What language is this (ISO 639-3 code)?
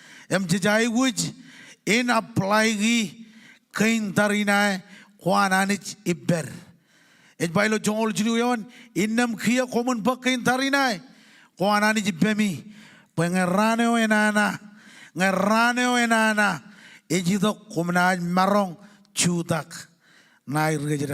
mah